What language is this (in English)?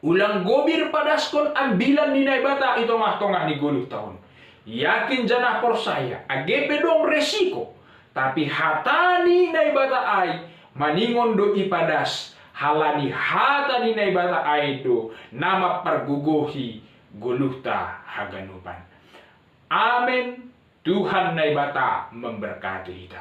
Batak Simalungun